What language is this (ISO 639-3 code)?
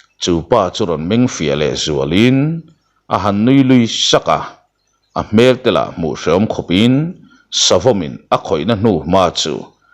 lus